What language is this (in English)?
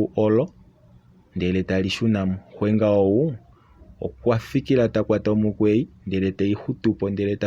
Kuanyama